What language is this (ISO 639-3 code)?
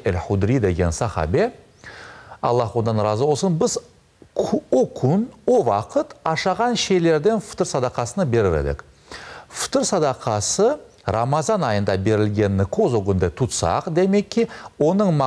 crh